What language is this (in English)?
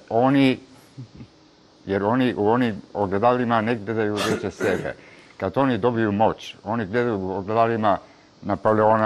Serbian